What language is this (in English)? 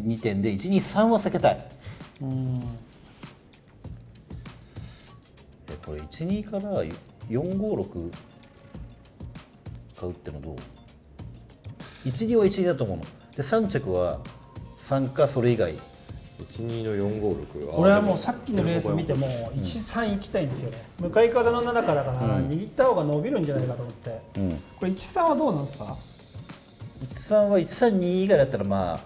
Japanese